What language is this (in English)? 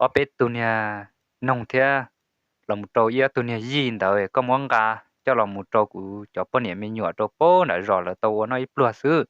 Hmong